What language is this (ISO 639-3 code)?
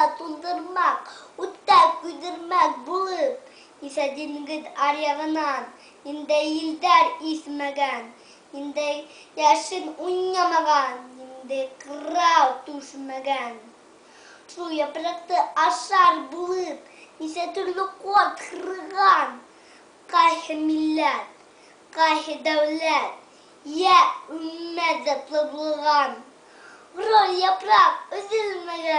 bak